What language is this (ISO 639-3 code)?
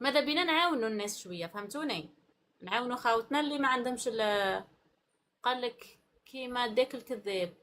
arq